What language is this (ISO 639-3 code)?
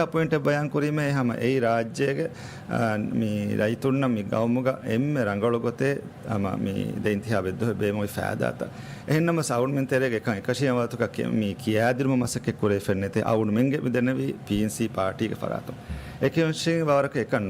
div